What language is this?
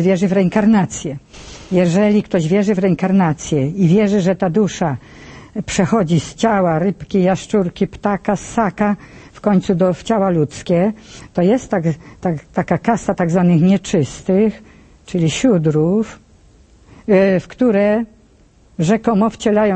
Polish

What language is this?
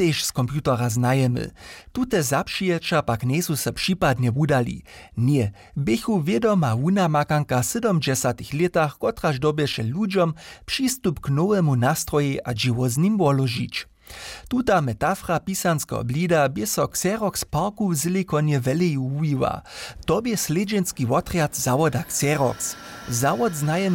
Upper Sorbian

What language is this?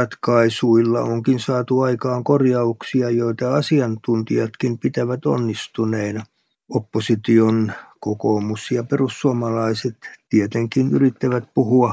Finnish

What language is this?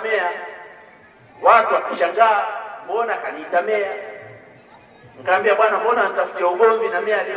Swahili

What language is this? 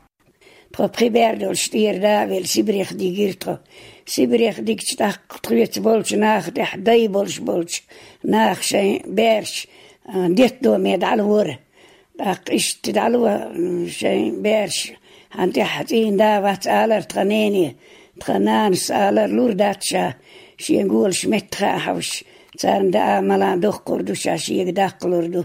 Chechen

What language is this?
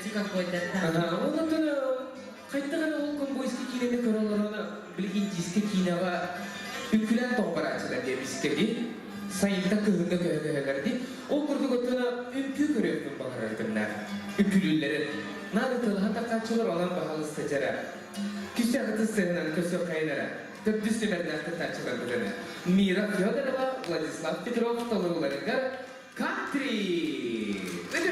Yakut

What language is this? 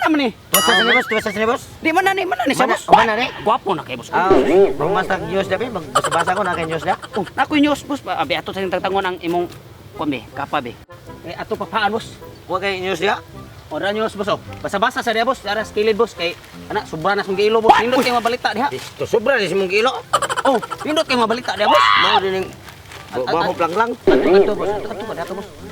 Cebuano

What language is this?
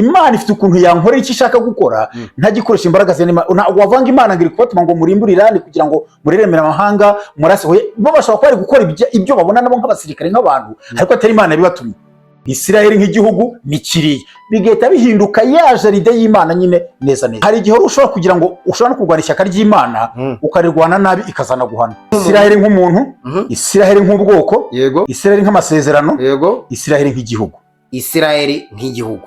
Kinyarwanda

